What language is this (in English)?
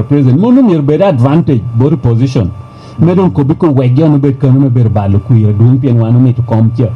Lango (Uganda)